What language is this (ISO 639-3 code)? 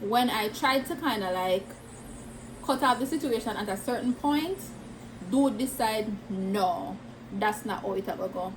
jam